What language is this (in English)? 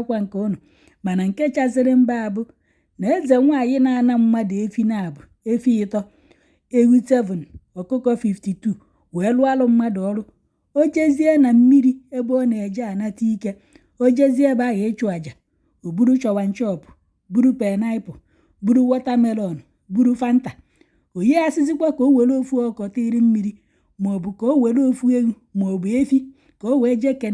Igbo